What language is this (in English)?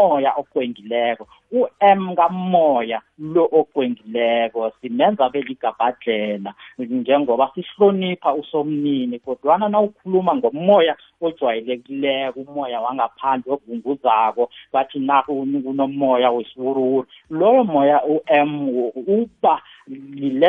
South Ndebele